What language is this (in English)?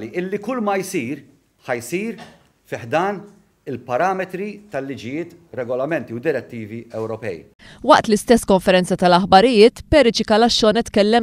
Maltese